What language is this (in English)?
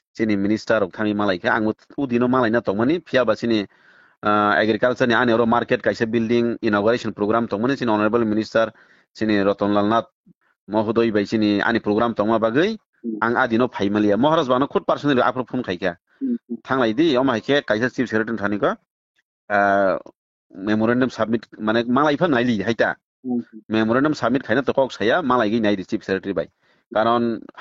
Kok Borok